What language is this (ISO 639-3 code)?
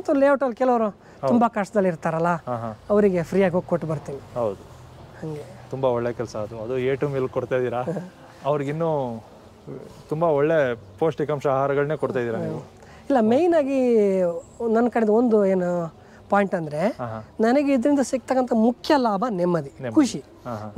kan